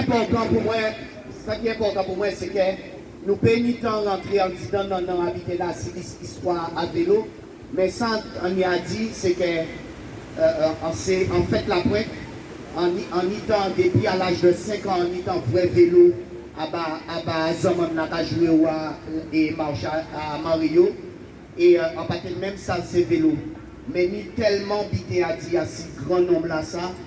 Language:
Guadeloupean Creole French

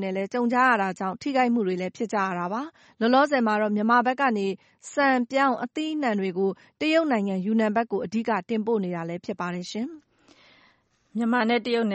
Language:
Burmese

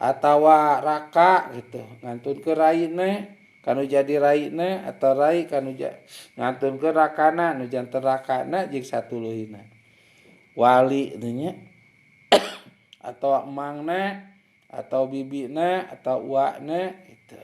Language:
Sundanese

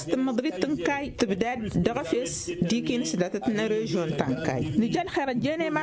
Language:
Tamasheq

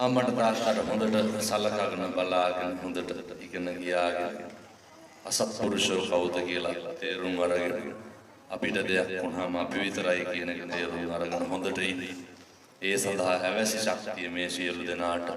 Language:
Sinhala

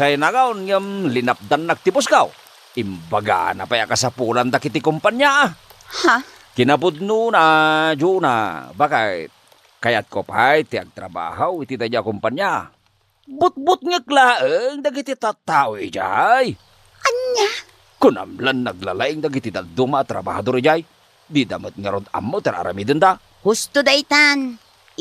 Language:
Iloko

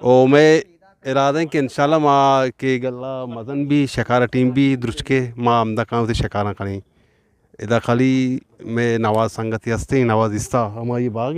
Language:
Eastern Balochi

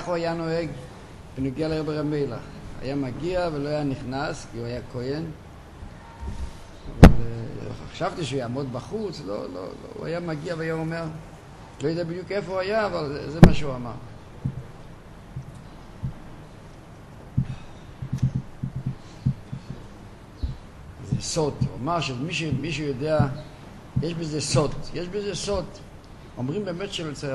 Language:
Hebrew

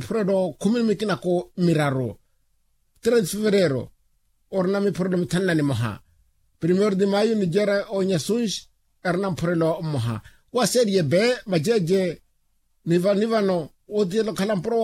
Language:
Makhuwa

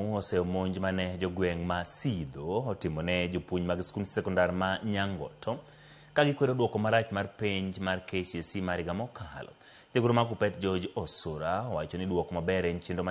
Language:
Luo (Kenya and Tanzania)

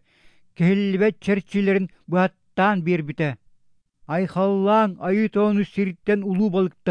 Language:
Yakut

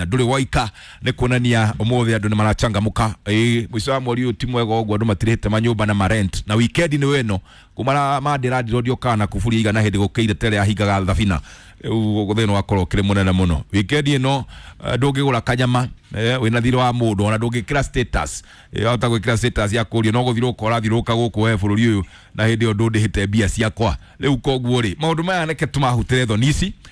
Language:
Kikuyu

